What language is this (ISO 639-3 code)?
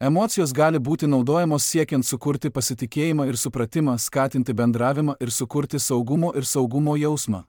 lit